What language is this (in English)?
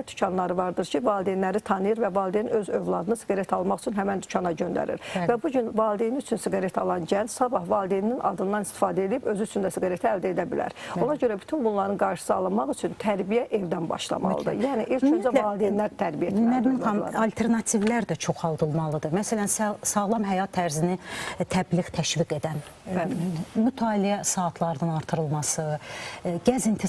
Azerbaijani